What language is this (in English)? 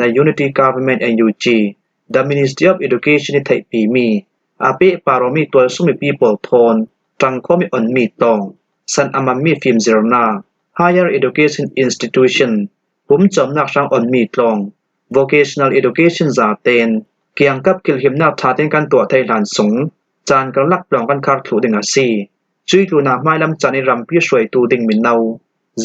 Falam Chin